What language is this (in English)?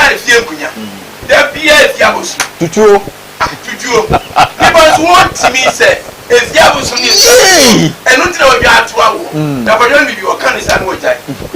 Akan